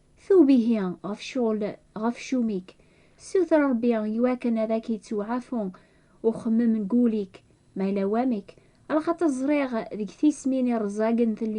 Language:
Kabyle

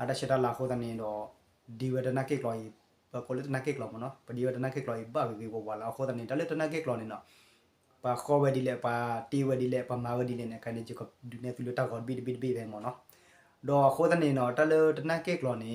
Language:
S'gaw Karen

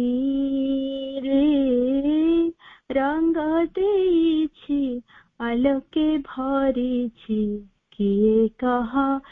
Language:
Odia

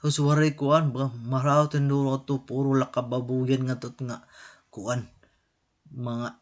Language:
Waray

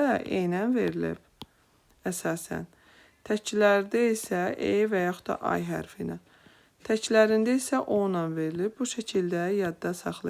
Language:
Azerbaijani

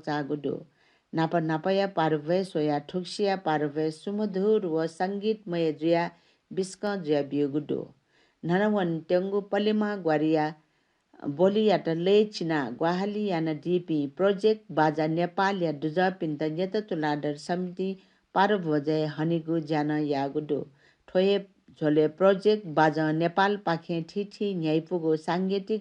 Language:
Newari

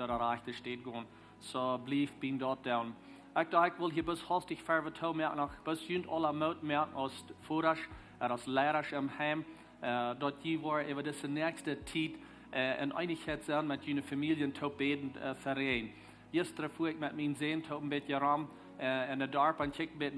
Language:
Plautdietsch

